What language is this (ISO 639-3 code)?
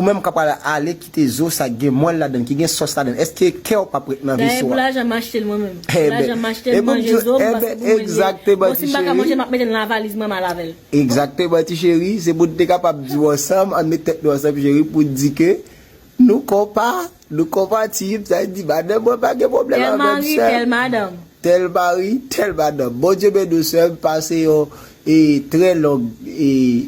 hat